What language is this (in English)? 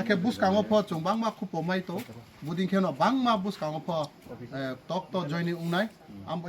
Kok Borok